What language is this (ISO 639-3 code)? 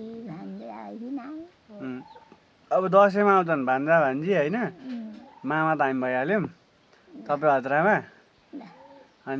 nep